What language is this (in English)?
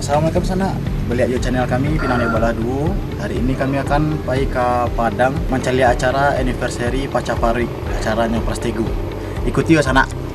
Minangkabau